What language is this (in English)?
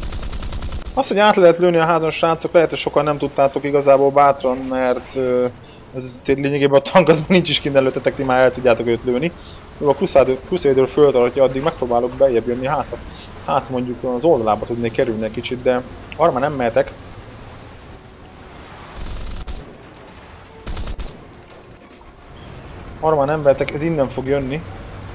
Hungarian